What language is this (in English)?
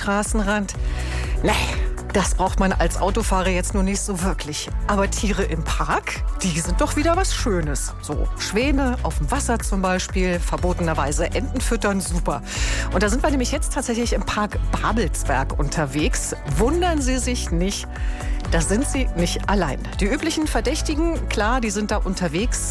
German